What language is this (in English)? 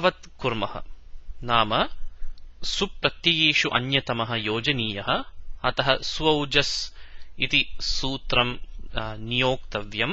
Sanskrit